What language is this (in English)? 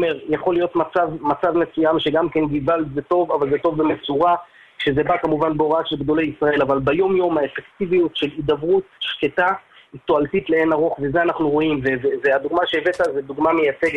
Hebrew